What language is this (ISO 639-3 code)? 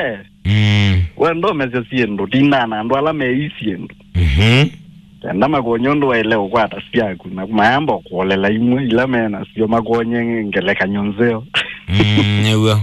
kam